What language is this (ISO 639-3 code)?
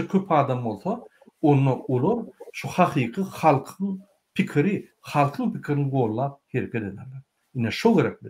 tuk